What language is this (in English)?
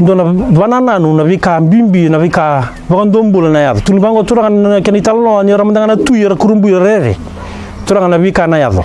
Fijian